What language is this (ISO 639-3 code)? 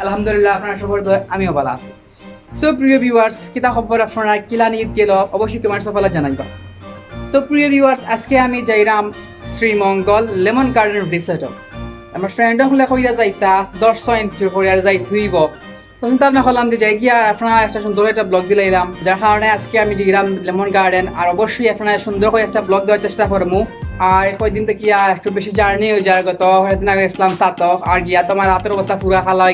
syl